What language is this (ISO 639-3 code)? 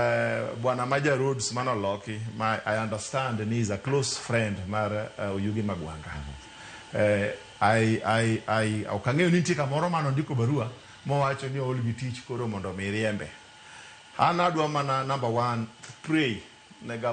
luo